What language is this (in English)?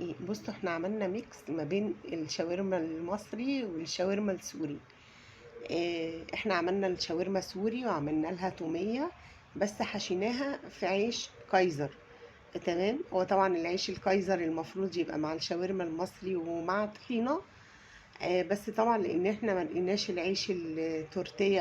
Egyptian Arabic